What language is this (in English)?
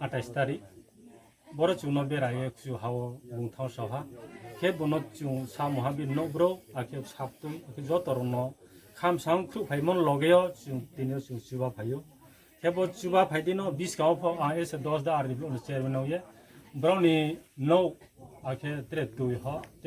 Riang (India)